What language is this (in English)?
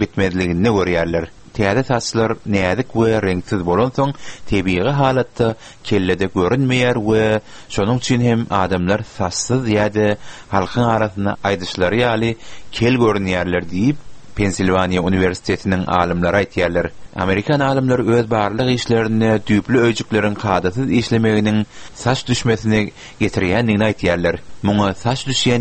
Turkmen